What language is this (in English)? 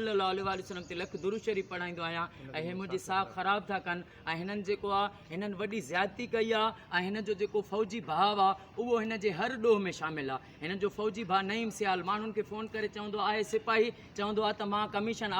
Sindhi